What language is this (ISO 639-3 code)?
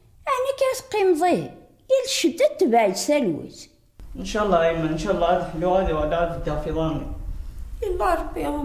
kab